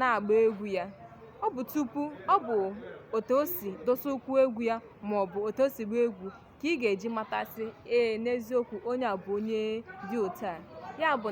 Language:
Igbo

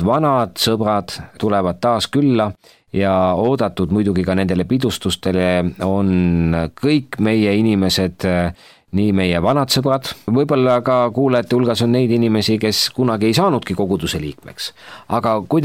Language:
Estonian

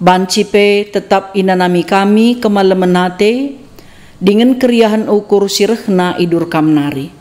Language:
Batak Karo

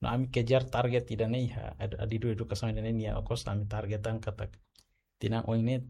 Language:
Tetum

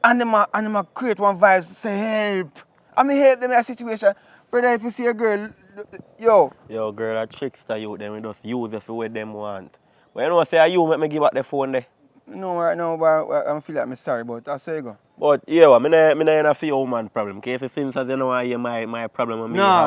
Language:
Jamaican Creole English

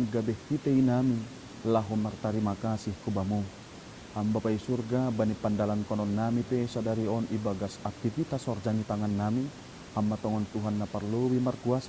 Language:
Batak Simalungun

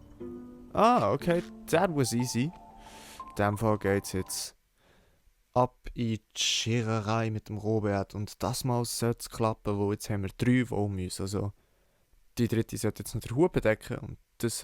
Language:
Swiss German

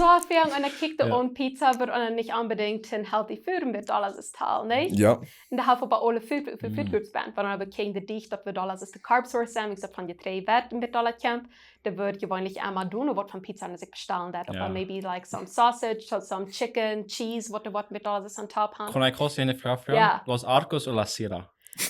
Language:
Plautdietsch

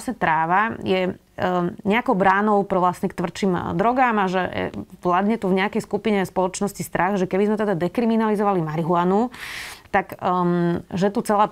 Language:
Slovak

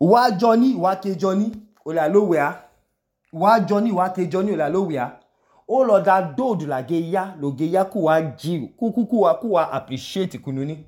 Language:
Idoma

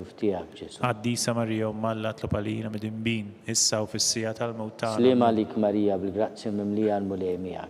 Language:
Maltese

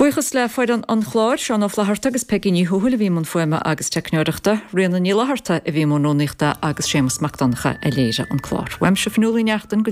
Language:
Irish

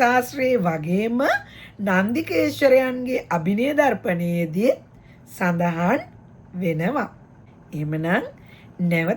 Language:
Sinhala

